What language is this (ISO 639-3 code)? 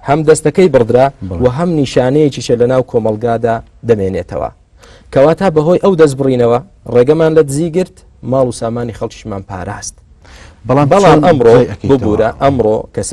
ckb